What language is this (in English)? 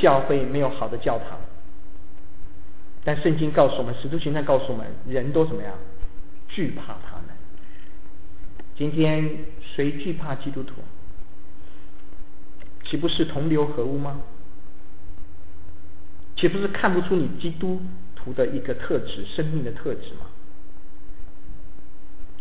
Chinese